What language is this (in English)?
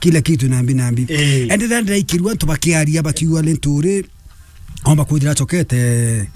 Meru